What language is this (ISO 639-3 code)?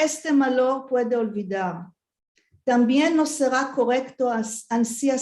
lad